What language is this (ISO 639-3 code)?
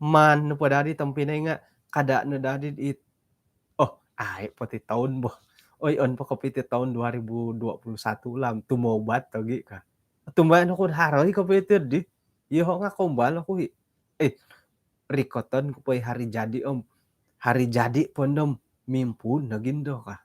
dtp